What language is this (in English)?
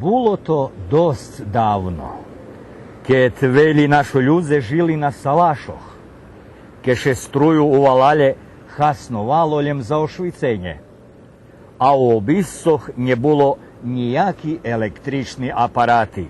Rusyn